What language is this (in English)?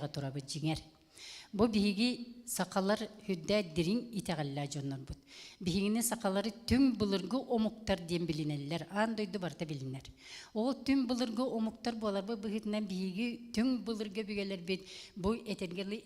Yakut